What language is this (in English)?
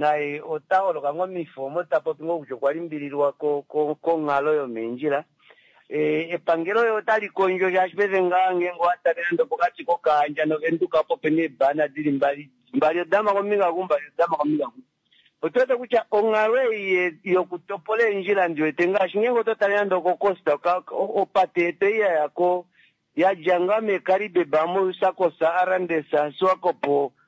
Kuanyama